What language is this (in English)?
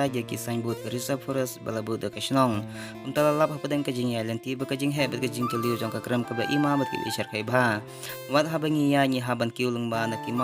Khasi